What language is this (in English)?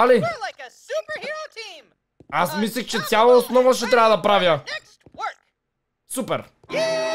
Bulgarian